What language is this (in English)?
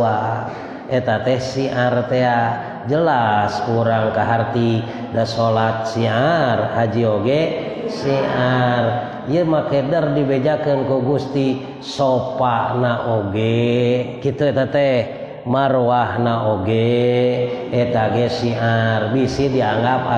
Sundanese